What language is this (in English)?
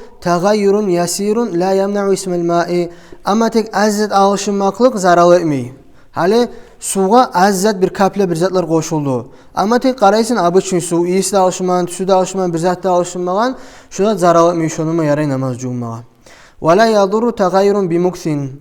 Kumyk